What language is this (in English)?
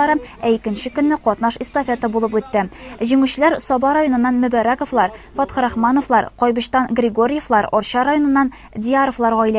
Tatar